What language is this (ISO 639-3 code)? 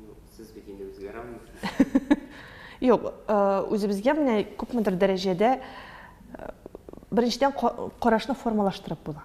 tat